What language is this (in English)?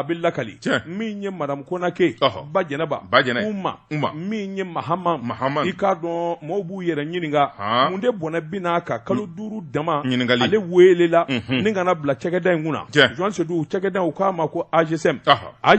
Bambara